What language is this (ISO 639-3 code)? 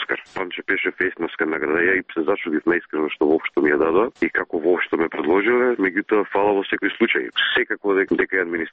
mkd